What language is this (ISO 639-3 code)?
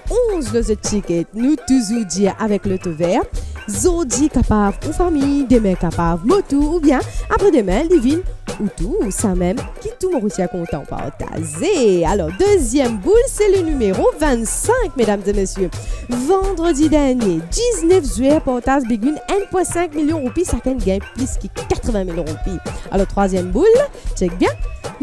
mfe